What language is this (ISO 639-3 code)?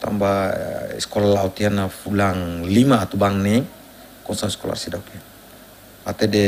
tet